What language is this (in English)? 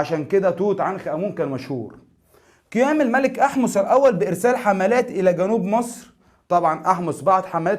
Egyptian Arabic